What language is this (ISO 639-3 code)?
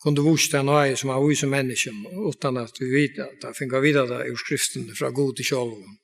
fao